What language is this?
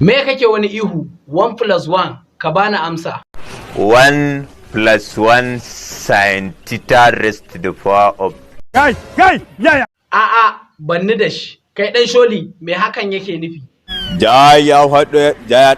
Hausa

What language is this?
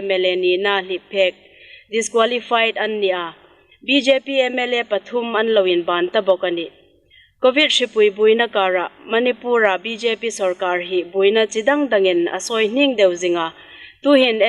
Hmar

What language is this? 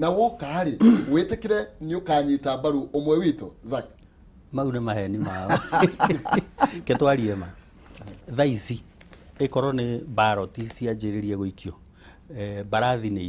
Kikuyu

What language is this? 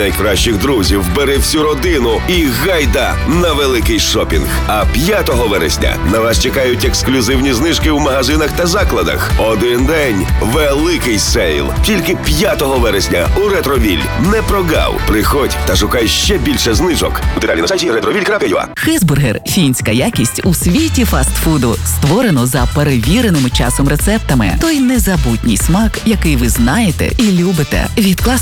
Ukrainian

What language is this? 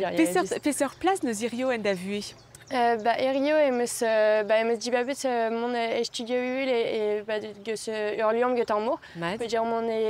Breton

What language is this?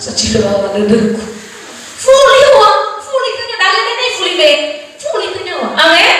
Nias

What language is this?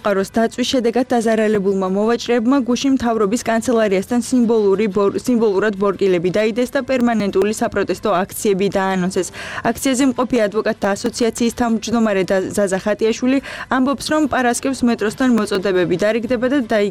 Georgian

